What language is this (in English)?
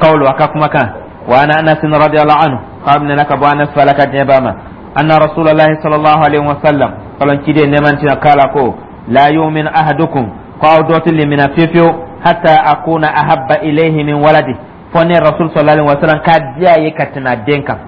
Dyula